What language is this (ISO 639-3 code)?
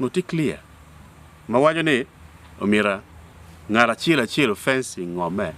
ach